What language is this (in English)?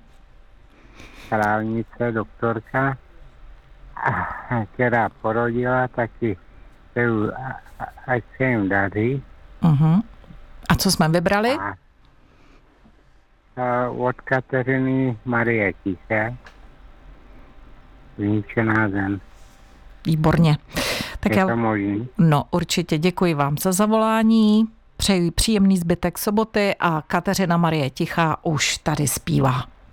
Czech